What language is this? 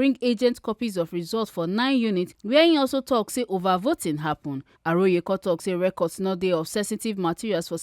Nigerian Pidgin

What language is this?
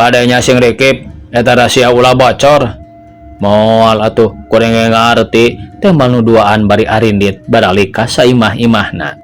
Sundanese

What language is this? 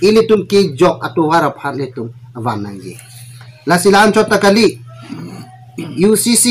Karbi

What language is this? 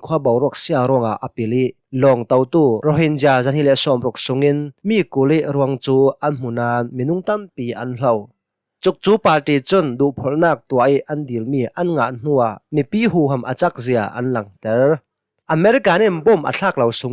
Hakha Chin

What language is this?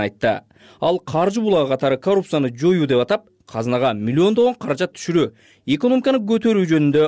Kyrgyz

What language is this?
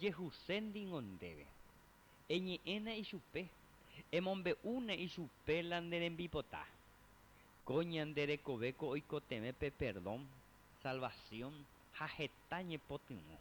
Guarani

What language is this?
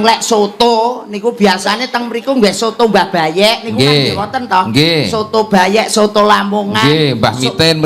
Javanese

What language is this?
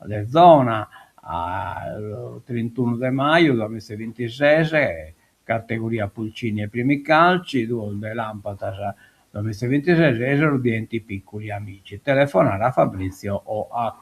Sardinian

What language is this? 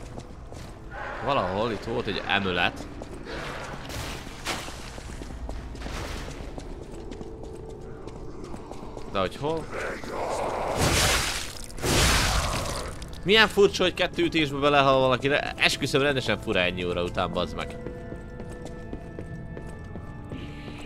Hungarian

